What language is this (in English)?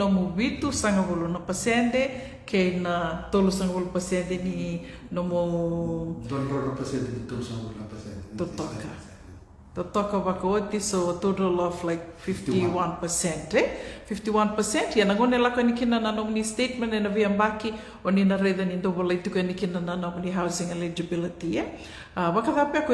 Fijian